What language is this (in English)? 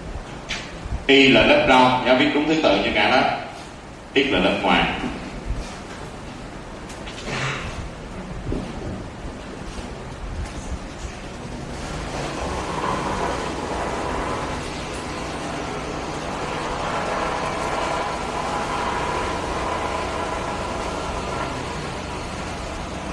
Vietnamese